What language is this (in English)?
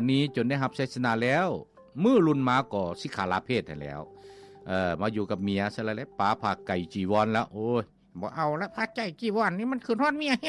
Lao